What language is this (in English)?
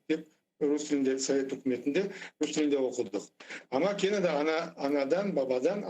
Crimean Tatar